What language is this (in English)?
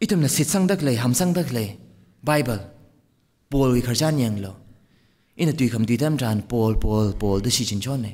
Tangkhul Naga (India)